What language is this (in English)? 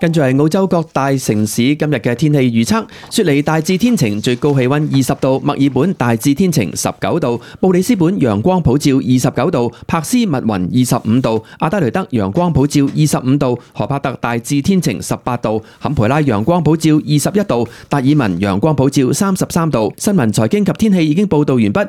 Cantonese